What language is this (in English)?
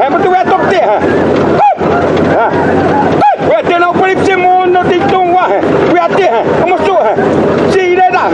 Xavánte